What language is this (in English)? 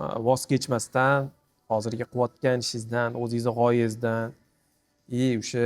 Uzbek